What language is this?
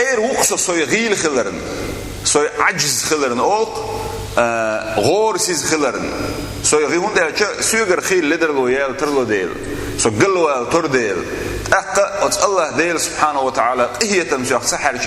Chechen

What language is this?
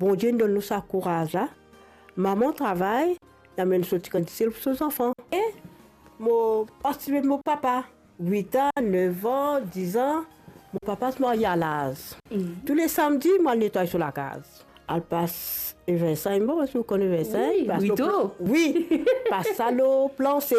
Morisyen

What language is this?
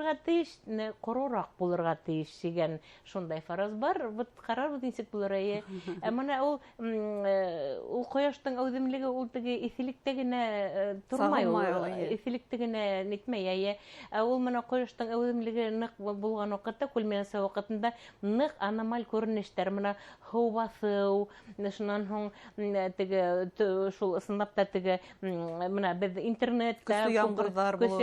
Bashkir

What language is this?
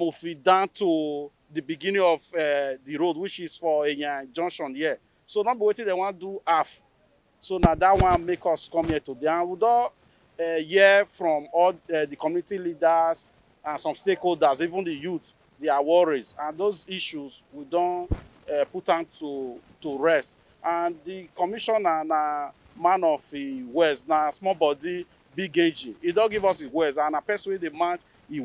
Nigerian Pidgin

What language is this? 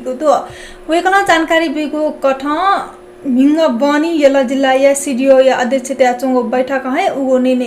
Newari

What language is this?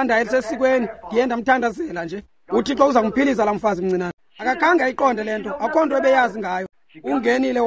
Xhosa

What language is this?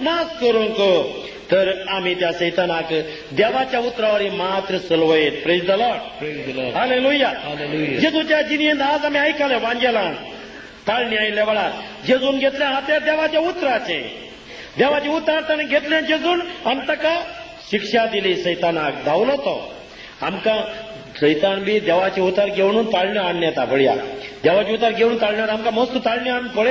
Konkani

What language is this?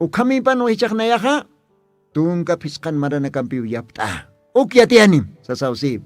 Aymara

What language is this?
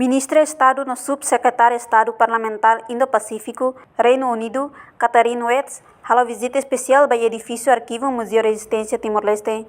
Tetum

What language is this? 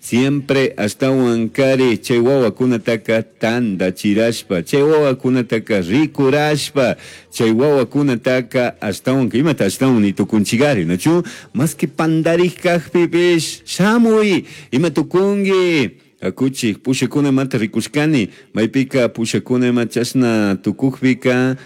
Chimborazo Highland Quichua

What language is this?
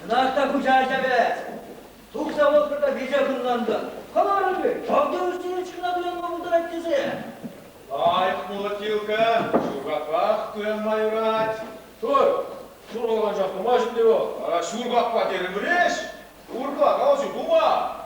Chuvash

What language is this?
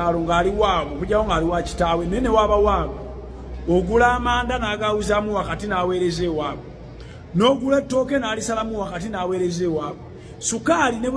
Ganda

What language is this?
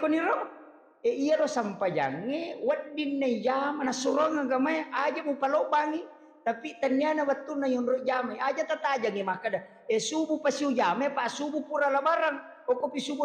Buginese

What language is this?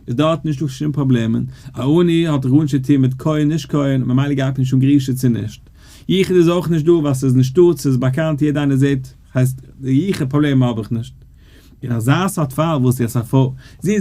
Yiddish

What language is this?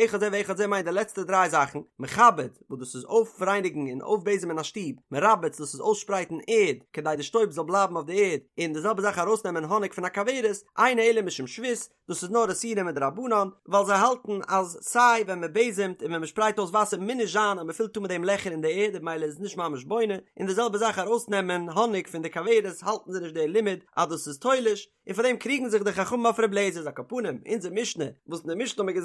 Yiddish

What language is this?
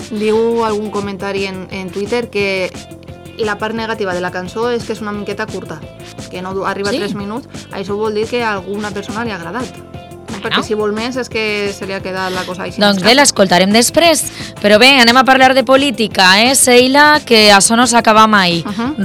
Catalan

